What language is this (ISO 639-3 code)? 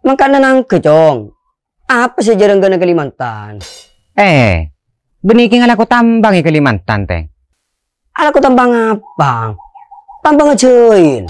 mad